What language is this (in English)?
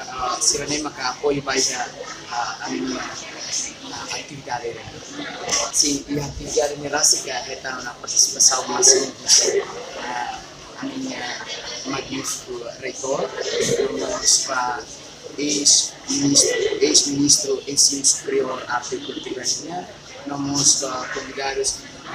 Tetum